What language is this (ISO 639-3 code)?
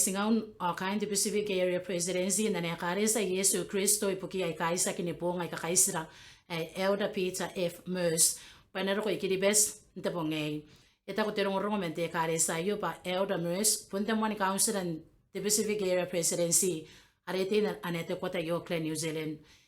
gil